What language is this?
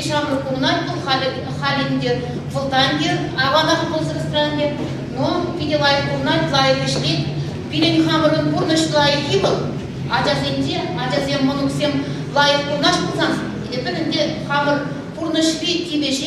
Chuvash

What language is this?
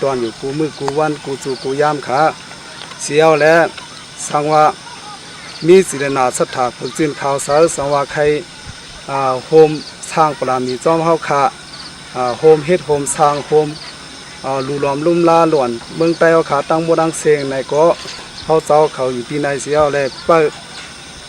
Shan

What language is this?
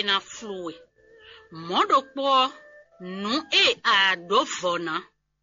Fon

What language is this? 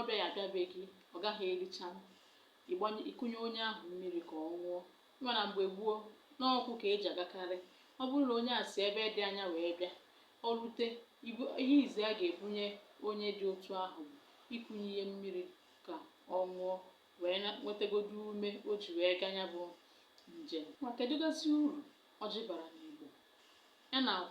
Igbo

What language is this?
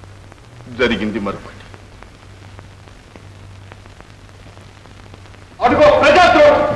Telugu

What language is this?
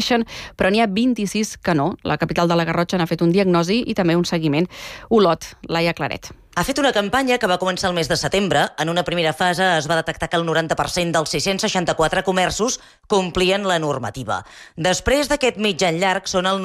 Catalan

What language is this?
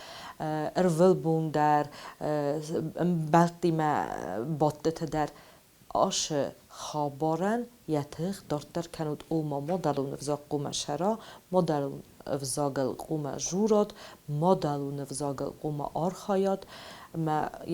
Ossetic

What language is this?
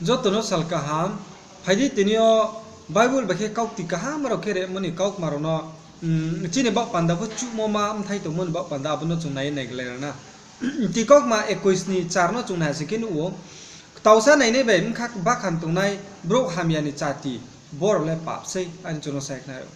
Riang (India)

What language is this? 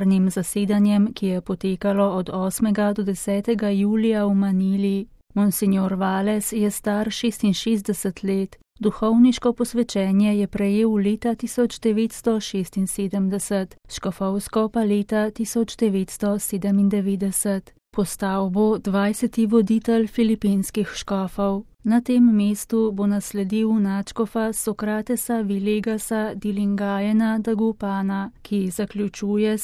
Slovenian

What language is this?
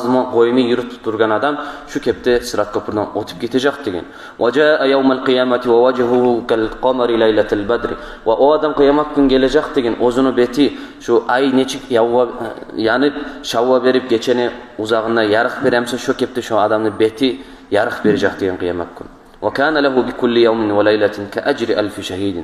Kumyk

